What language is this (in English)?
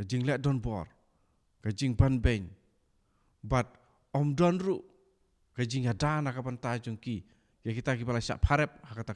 Khasi